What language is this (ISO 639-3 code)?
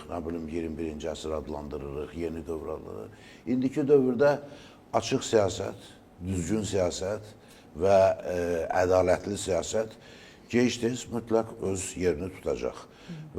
aze